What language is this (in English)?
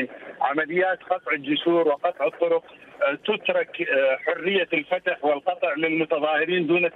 Mesopotamian Arabic